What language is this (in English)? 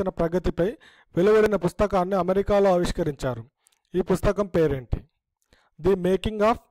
Telugu